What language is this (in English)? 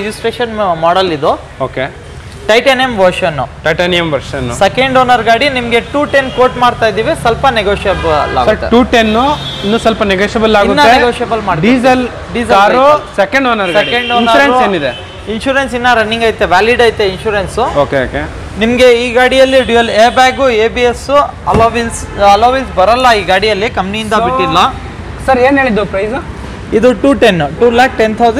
Kannada